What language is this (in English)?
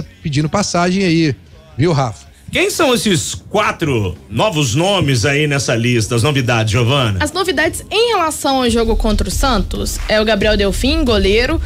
Portuguese